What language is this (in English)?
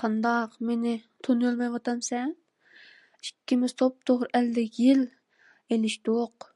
Uyghur